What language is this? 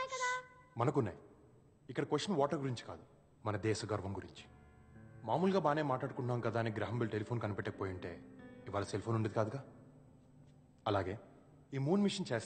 Telugu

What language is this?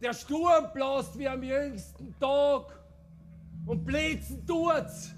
Bavarian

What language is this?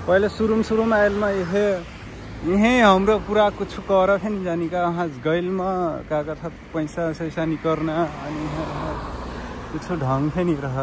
Nepali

